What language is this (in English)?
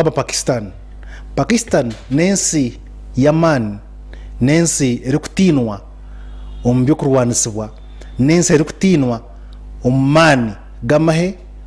Nyankole